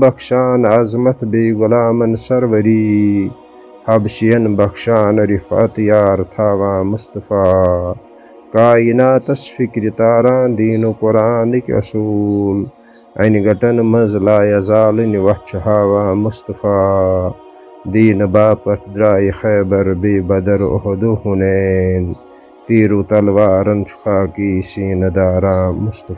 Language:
Kashmiri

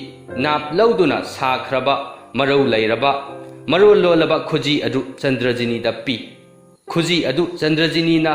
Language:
Manipuri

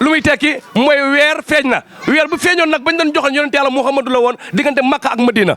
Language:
Wolof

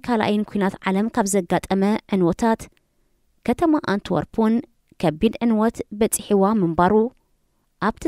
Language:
Tigrinya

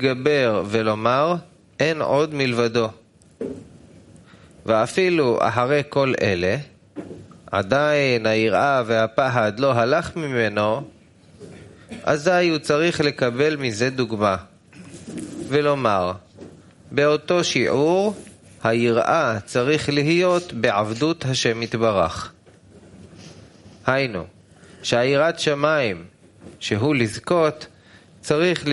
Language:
Hebrew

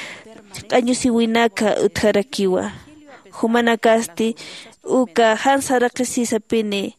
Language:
Aymara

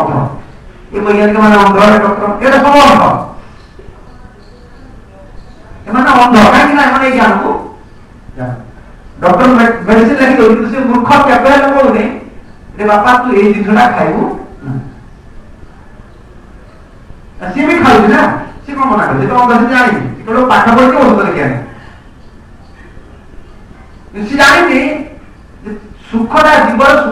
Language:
Odia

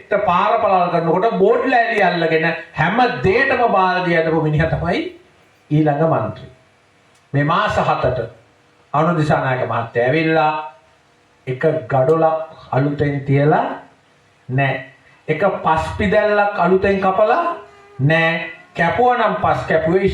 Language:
Sinhala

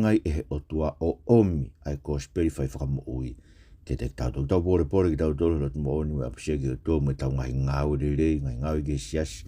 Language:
Tongan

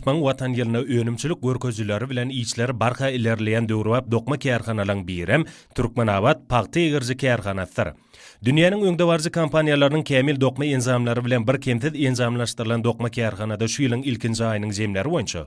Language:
Turkmen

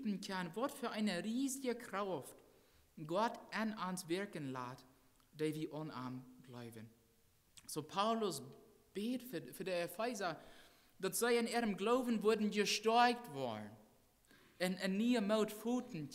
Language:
Plautdietsch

